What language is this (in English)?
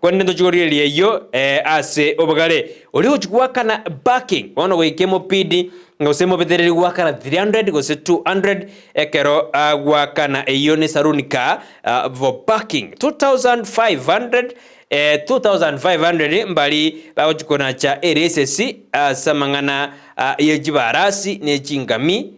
Gusii